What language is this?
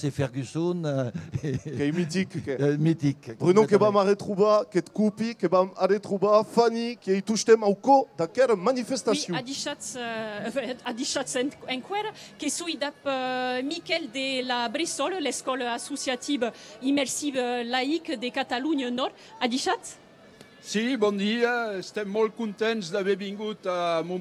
Occitan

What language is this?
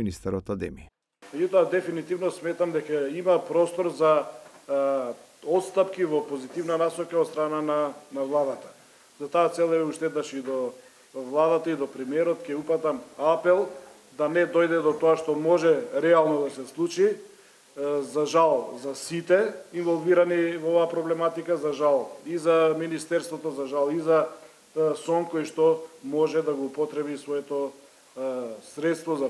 Macedonian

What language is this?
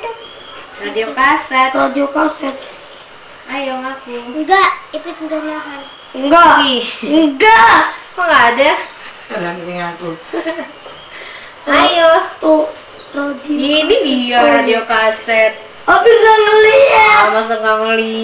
Indonesian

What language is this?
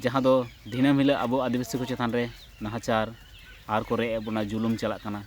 Santali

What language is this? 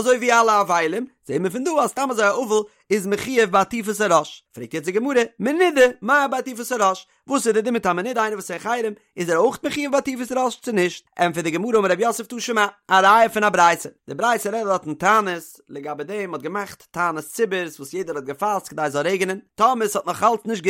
Yiddish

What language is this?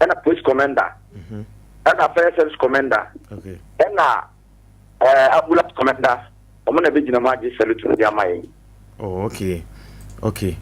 Akan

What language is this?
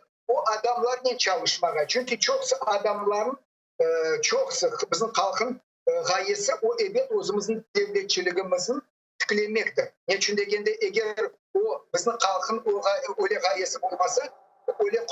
Crimean Tatar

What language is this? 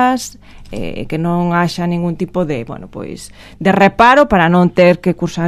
Galician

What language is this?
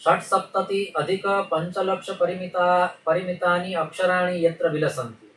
Sanskrit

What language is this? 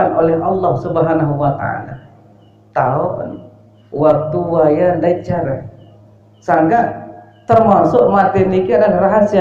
Sasak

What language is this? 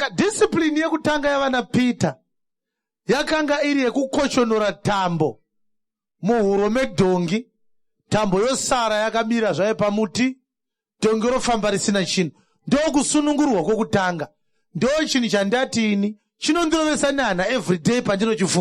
Shona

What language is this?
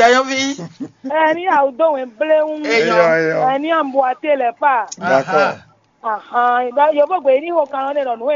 Fon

